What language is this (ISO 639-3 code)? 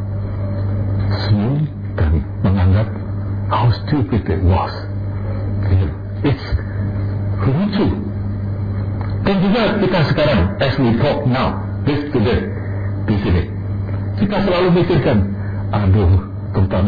ind